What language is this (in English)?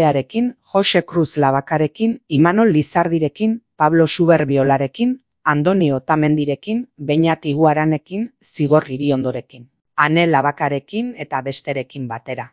Basque